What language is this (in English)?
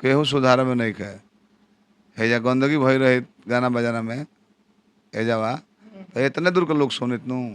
Bhojpuri